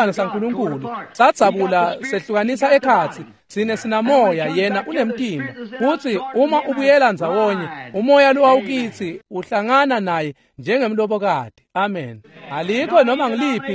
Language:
Swati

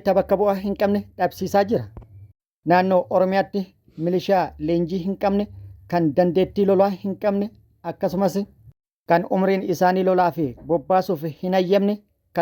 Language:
Oromo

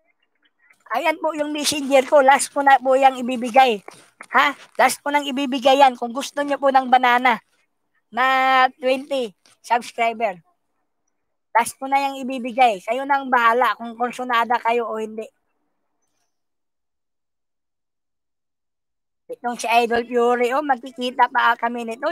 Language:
Filipino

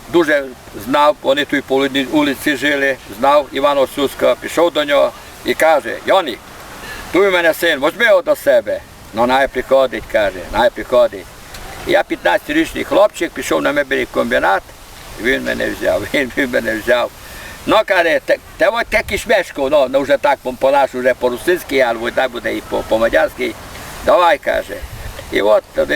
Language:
Rusyn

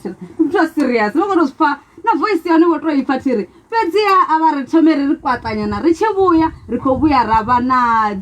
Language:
Venda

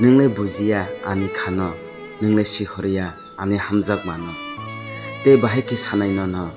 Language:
Kok Borok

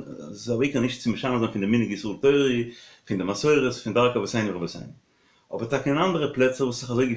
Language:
Yiddish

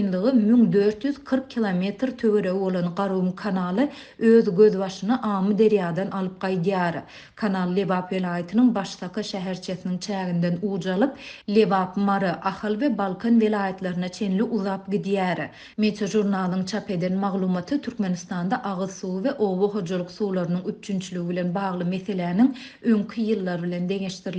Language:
Turkmen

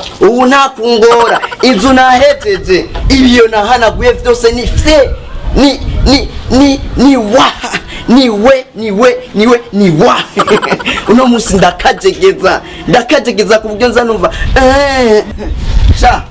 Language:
Rundi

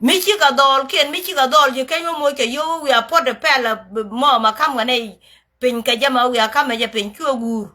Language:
Nuer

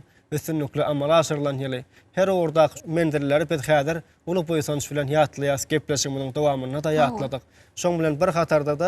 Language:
Turkmen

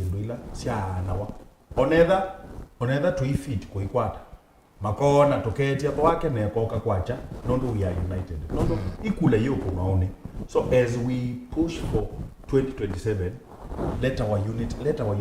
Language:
Kamba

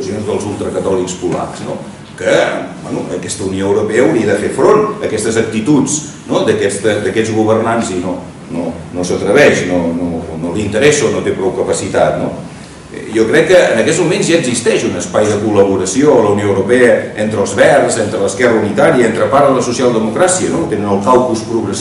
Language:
Catalan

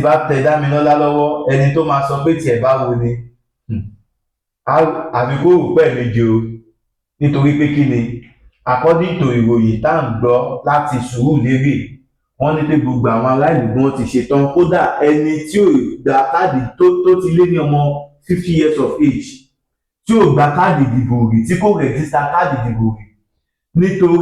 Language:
Yoruba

